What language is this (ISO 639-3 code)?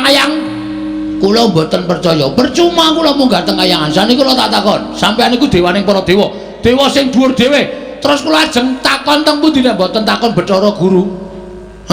jav